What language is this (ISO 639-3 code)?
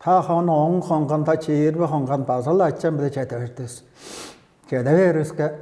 tyv